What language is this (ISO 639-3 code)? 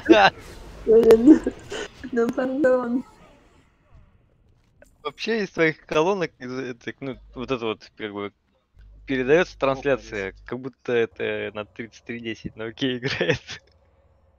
rus